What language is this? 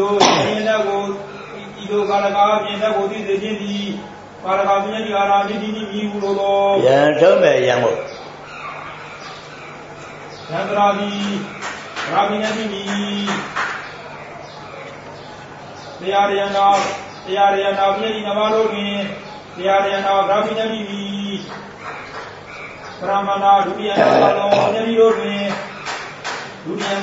Burmese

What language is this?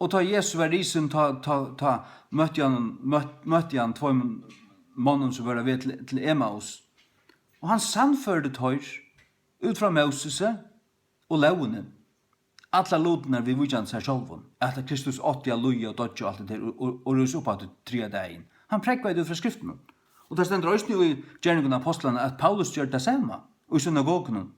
Faroese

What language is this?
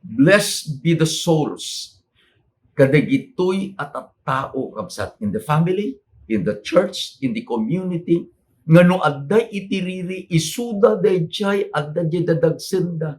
Iloko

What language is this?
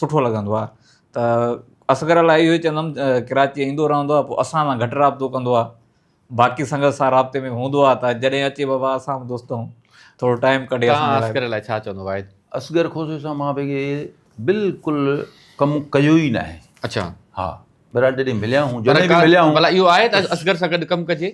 Sindhi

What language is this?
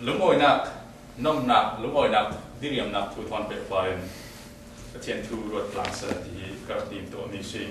Falam Chin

